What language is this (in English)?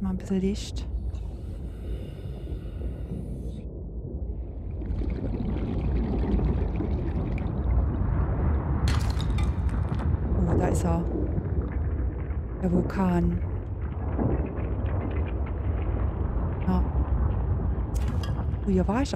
German